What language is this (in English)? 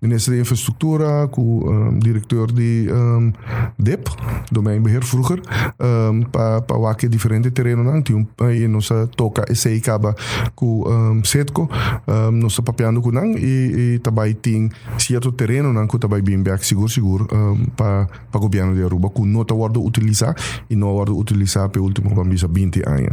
Papiamento